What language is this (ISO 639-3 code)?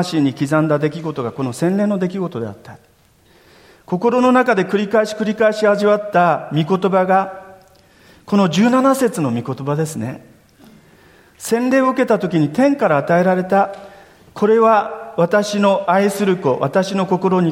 jpn